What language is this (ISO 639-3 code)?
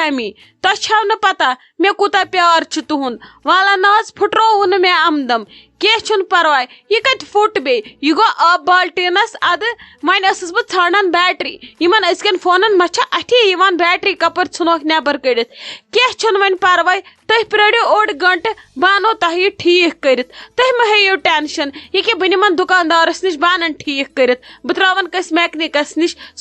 kas